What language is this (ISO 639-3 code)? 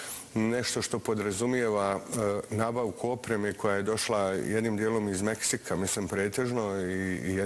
bos